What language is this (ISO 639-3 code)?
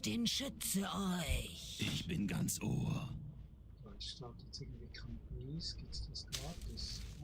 gsw